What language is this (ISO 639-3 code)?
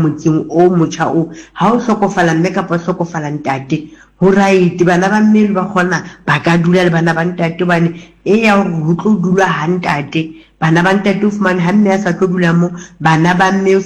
sot